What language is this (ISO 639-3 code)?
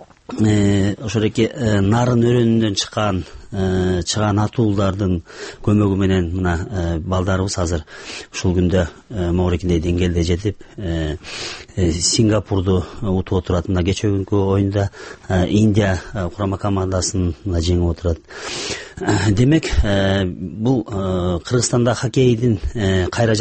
kir